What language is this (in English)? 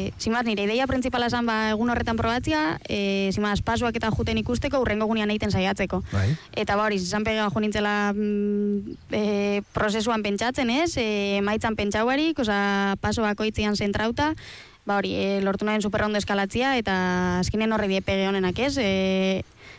Basque